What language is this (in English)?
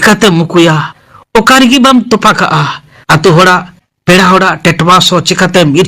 Santali